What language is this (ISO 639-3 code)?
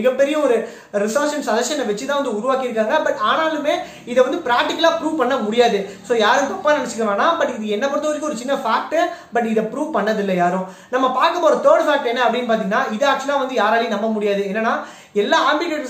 tam